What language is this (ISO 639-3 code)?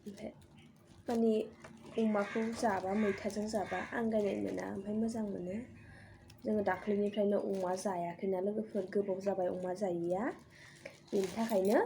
brx